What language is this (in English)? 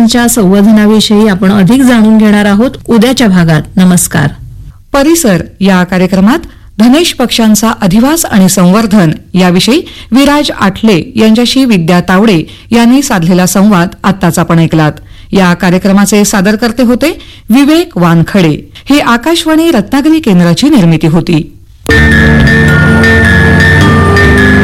Marathi